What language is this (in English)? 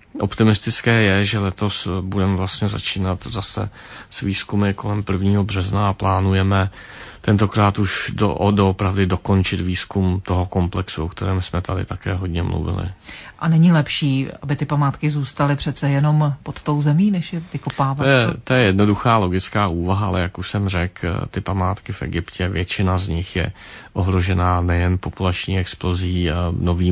Czech